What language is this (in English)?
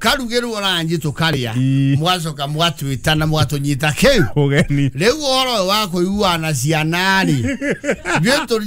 Kikuyu